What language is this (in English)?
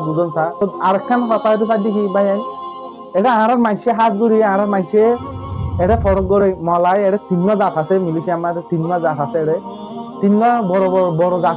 Rohingya